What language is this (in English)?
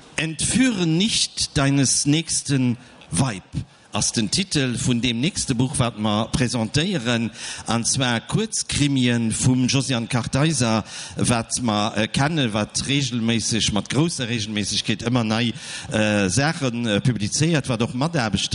Luxembourgish